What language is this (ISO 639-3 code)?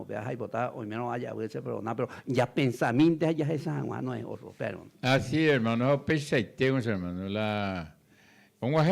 grn